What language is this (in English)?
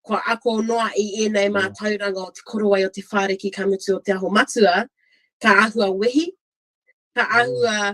Māori